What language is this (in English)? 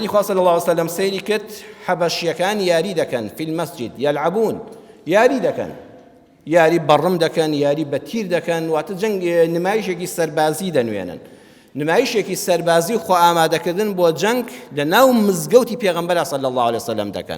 Central Kurdish